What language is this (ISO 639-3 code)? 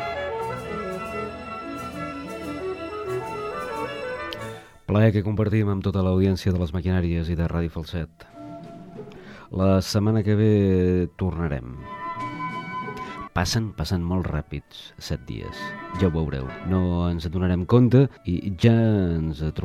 cat